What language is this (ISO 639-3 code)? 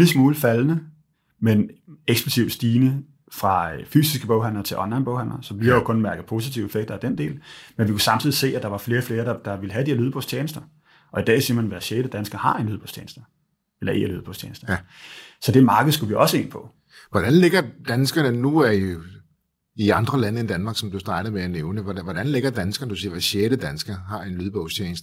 dan